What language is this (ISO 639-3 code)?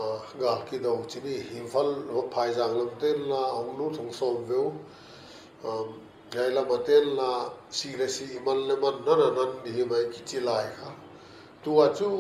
pck